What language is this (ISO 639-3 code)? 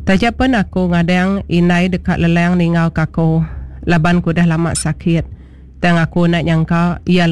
iba